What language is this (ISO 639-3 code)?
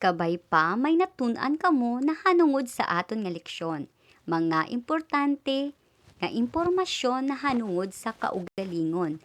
hil